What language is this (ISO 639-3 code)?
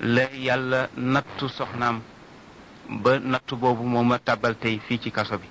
wol